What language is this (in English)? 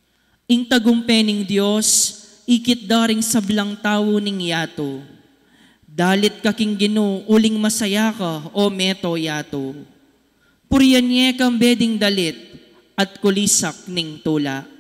Pampanga